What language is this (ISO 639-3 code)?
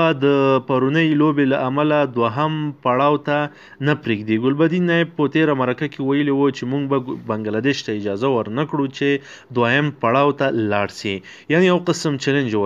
pus